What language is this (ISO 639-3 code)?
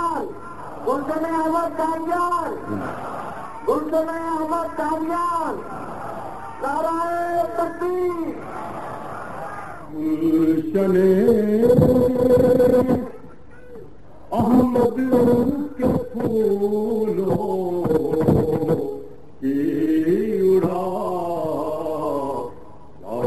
urd